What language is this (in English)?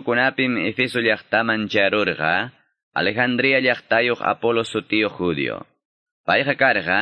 Quechua